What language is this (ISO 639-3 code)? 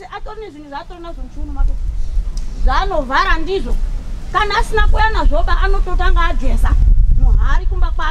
sna